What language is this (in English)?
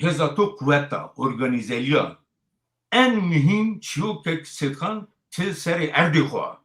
Zaza